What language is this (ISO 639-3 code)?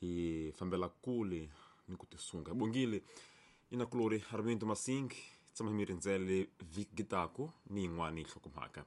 tso